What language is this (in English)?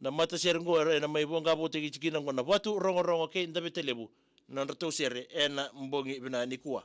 Fijian